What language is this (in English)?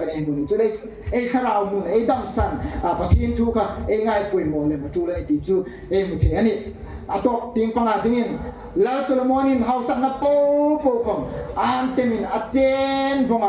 Hmar